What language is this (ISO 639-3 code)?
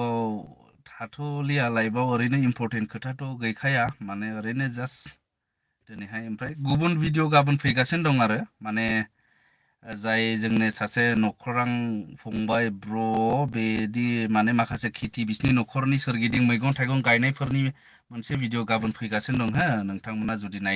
brx